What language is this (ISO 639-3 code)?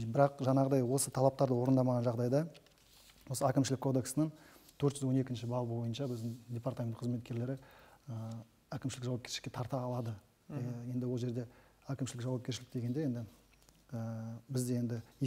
kaz